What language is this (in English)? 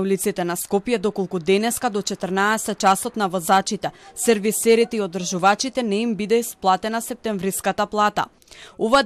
Macedonian